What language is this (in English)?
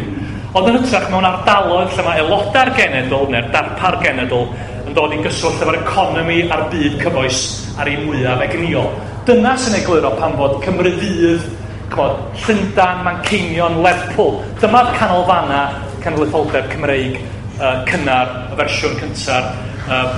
Welsh